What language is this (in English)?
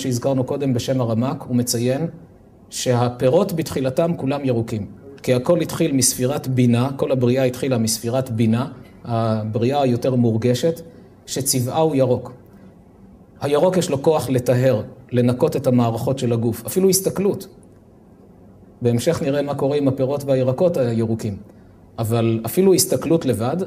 Hebrew